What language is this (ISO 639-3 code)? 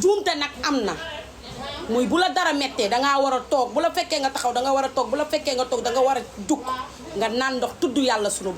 wol